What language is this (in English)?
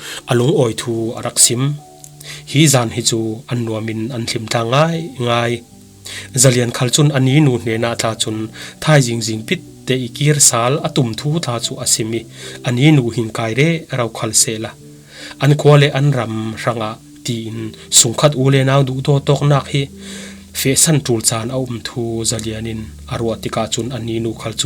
Falam Chin